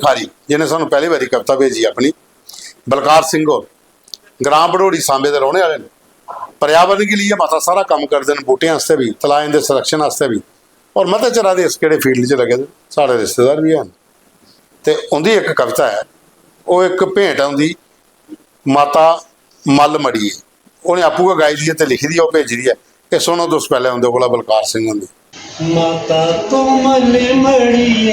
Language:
Dogri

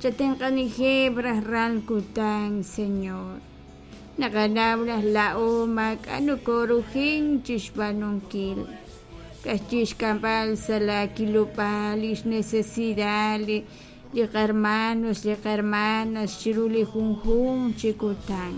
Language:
Kekchí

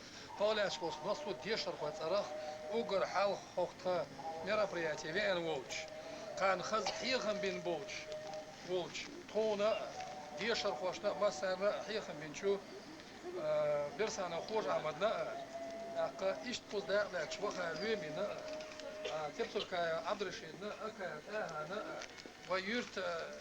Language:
Chechen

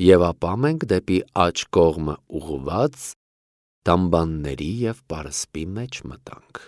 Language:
Armenian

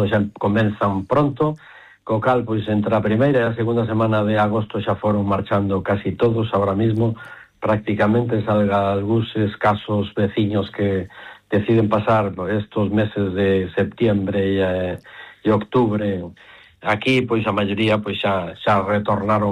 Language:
Galician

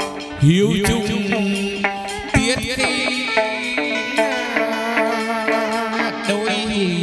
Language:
Vietnamese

